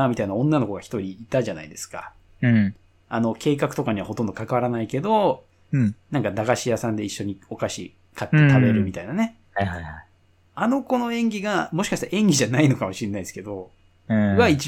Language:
Japanese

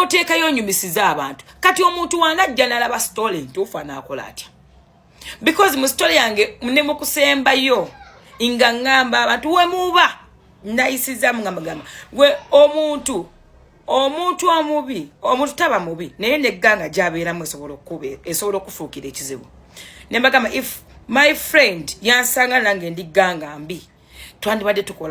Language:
Ganda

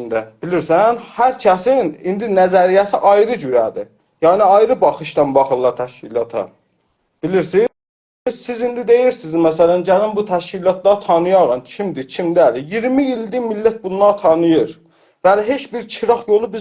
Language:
South Azerbaijani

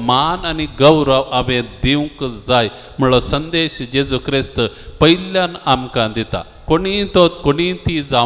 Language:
Konkani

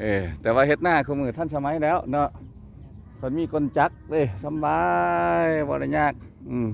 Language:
Lao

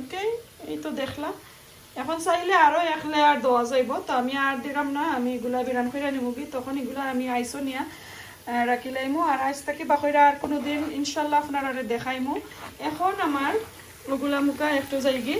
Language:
Sylheti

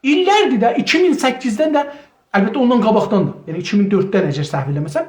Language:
South Azerbaijani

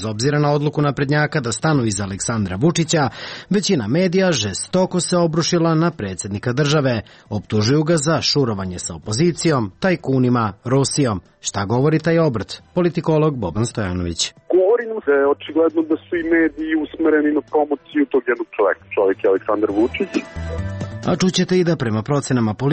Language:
Serbian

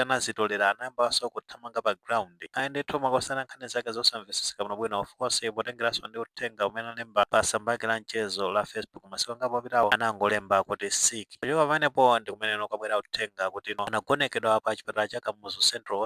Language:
Nyanja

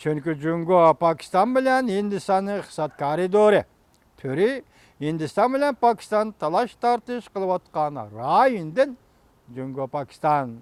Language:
Uyghur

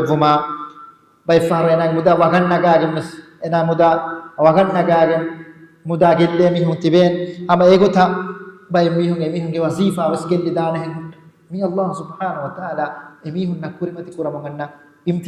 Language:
Divehi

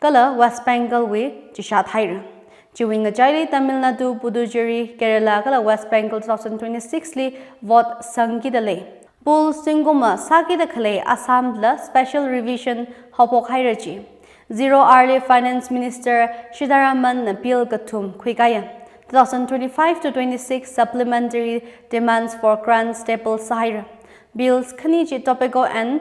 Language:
Tangkhul Naga (India)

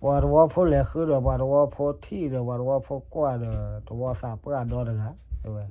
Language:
S'gaw Karen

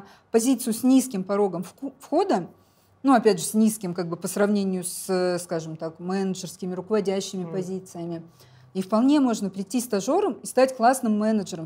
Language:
Russian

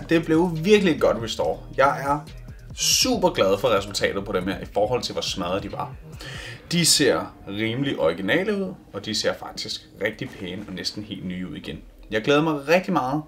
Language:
Danish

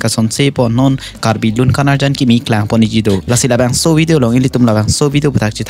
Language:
Karbi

